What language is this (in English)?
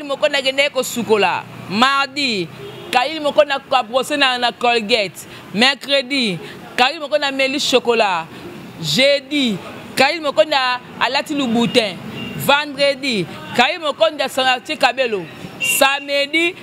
Lingala